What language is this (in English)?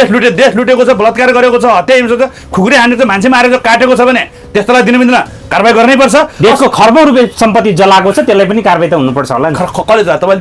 Nepali